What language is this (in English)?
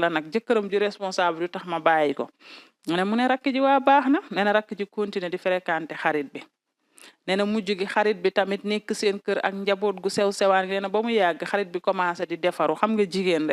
Wolof